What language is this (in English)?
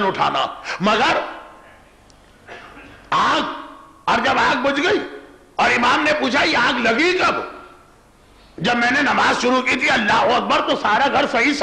Urdu